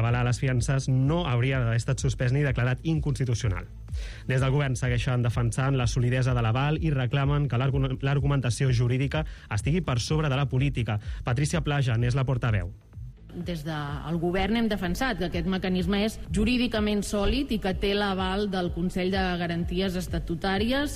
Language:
Catalan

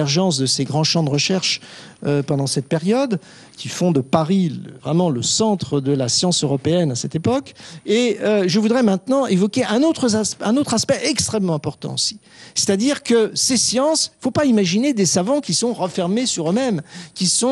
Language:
French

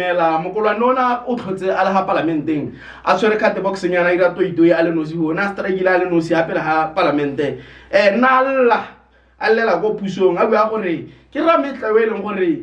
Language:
Tswana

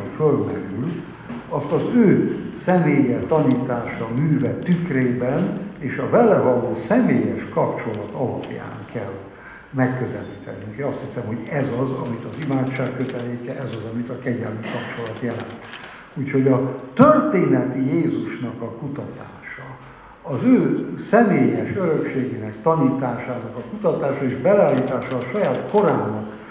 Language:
Hungarian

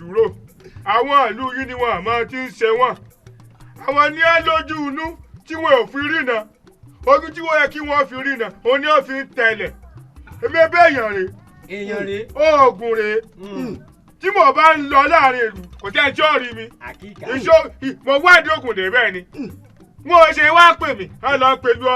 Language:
Yoruba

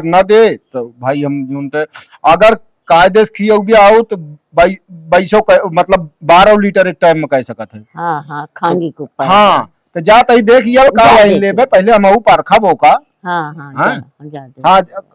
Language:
Awadhi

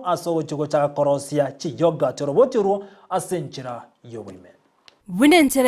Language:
Gusii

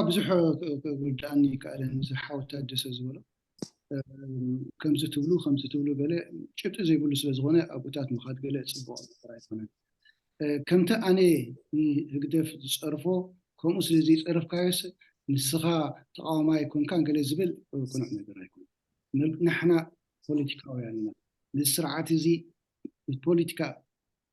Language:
Tigrinya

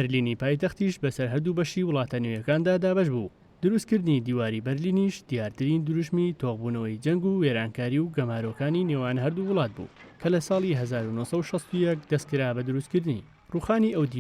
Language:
Central Kurdish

